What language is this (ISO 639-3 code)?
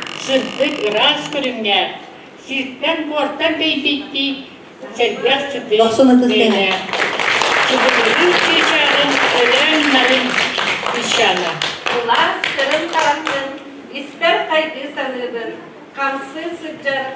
sah